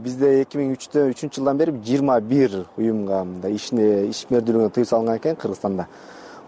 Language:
Kyrgyz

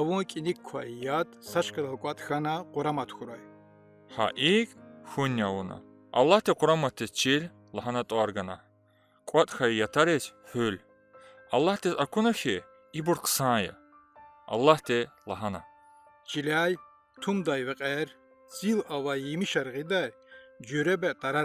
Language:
Lezghian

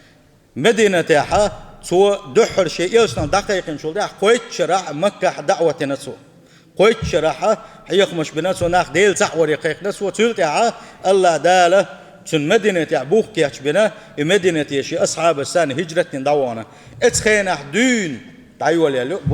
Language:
Chechen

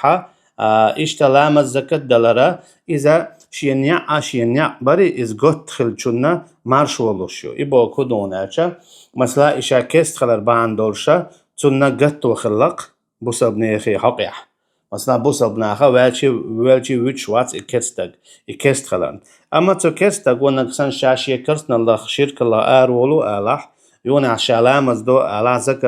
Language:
Chechen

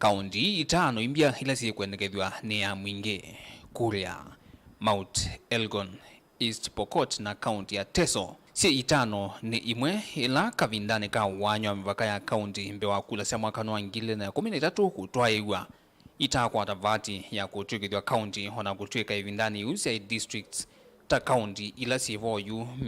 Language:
Kamba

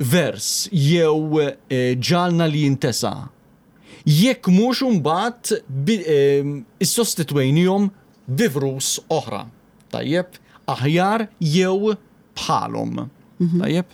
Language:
Maltese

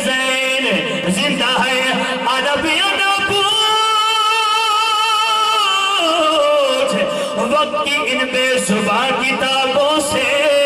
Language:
Urdu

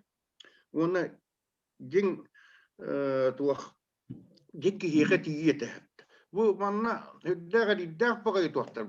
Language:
Yakut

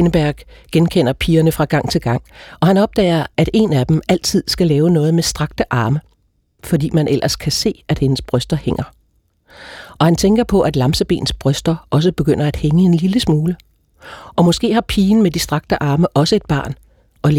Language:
Danish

